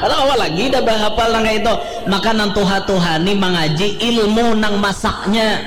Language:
Banjar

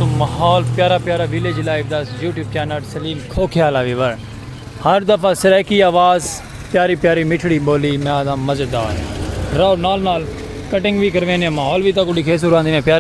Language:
Saraiki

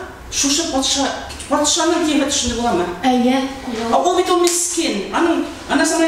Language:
Tatar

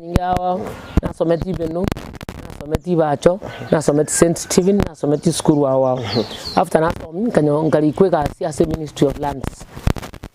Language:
Gusii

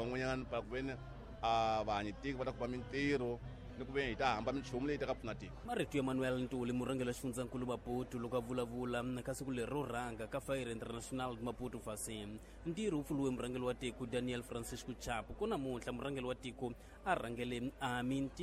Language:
Tsonga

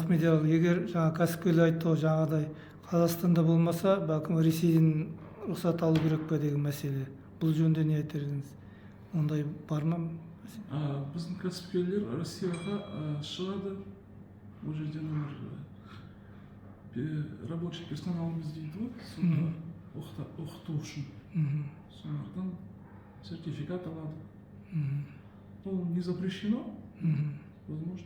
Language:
Kazakh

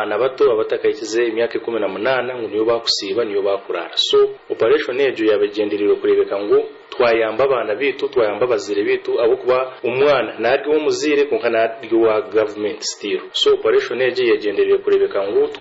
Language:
Nyoro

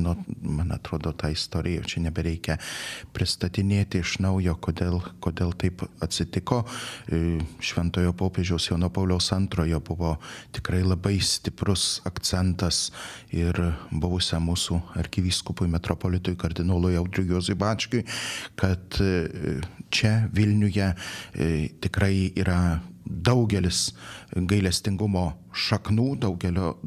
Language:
Lithuanian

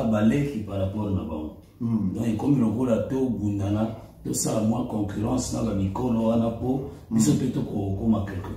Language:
Lingala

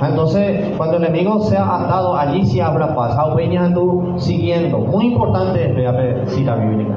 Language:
Guarani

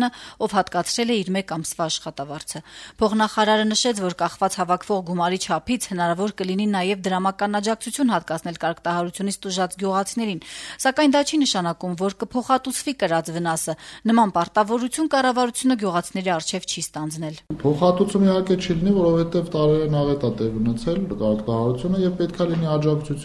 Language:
Armenian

